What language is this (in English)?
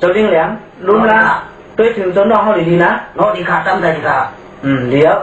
Shan